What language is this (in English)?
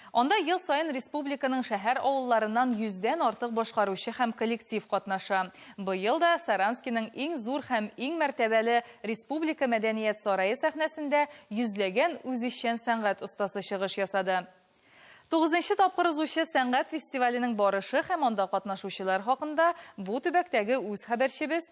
Tatar